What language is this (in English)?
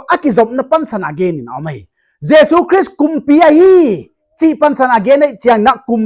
Paite Chin